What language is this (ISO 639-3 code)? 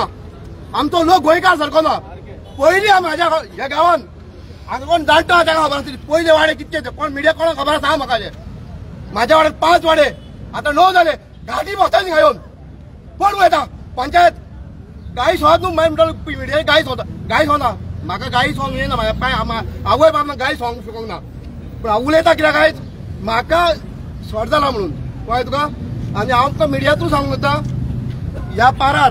kok